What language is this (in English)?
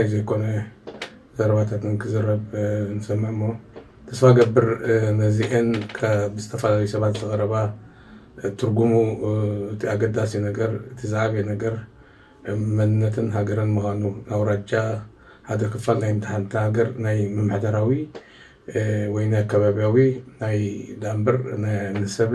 Tigrinya